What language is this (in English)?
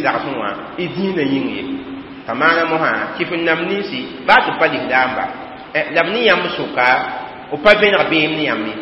Mossi